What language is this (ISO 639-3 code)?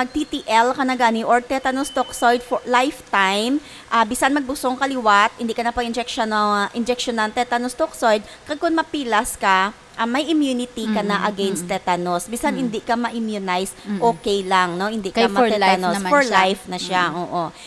hil